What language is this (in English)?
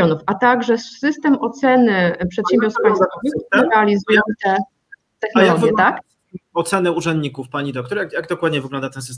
Polish